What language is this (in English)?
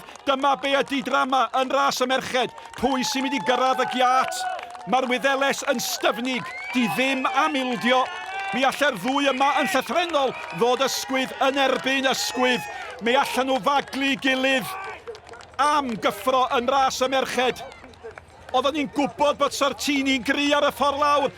Welsh